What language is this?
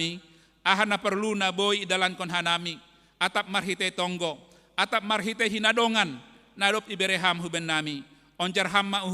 Batak Simalungun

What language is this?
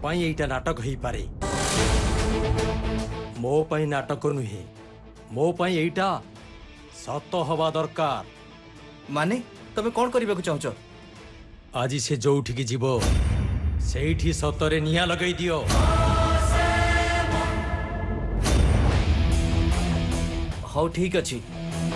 Odia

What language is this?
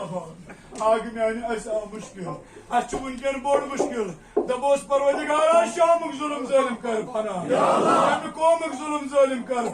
Kashmiri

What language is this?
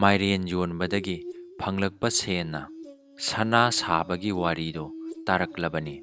Manipuri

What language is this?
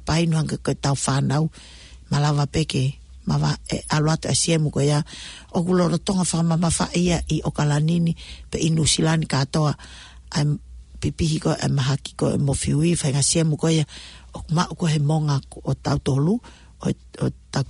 Tongan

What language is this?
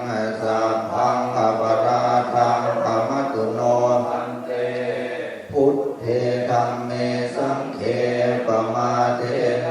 Pali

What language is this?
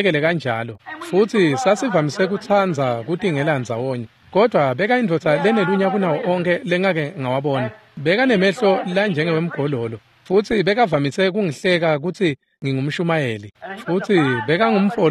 Swati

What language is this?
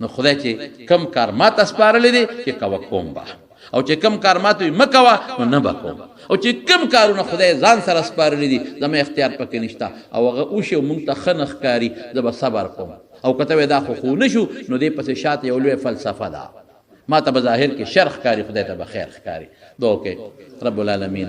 Pashto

